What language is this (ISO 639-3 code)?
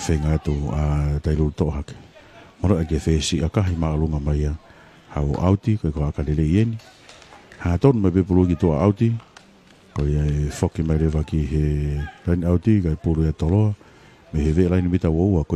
ton